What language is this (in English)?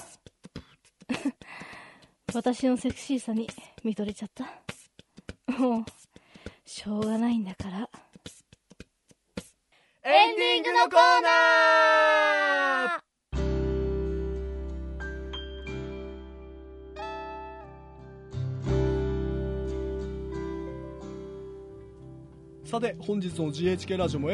Japanese